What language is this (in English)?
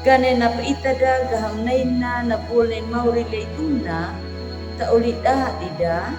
Anakalangu